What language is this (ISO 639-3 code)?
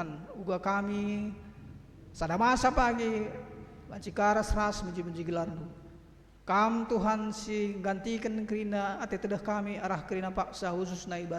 btx